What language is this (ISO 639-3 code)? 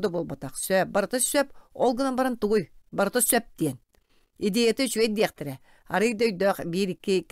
sah